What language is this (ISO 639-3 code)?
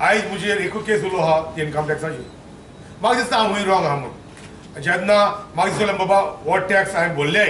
kok